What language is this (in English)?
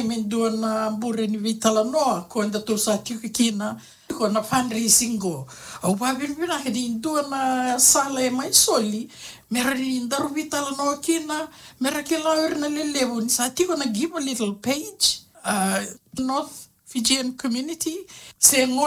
Fijian